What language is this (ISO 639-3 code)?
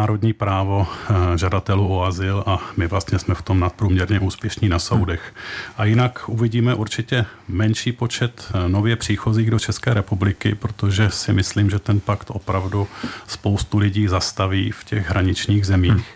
ces